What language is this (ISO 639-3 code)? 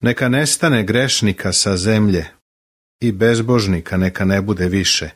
srp